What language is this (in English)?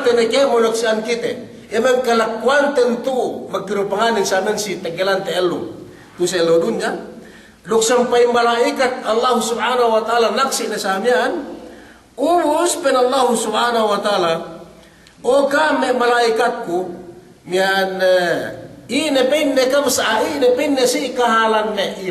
Yakan